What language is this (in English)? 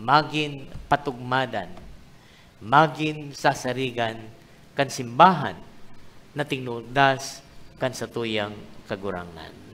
Bikol